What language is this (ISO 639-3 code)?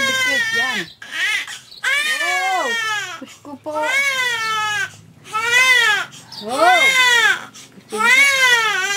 fil